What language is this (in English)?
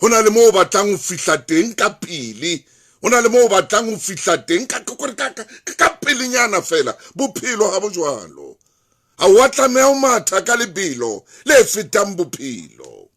Southern Sotho